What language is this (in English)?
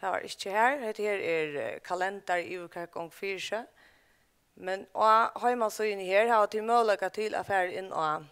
Faroese